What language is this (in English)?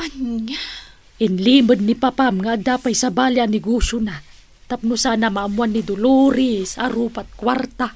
Iloko